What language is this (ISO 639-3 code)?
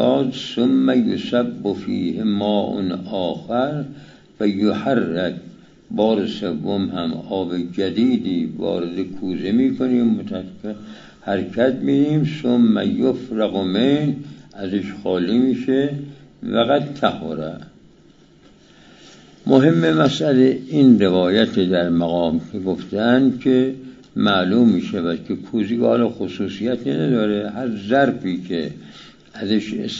fas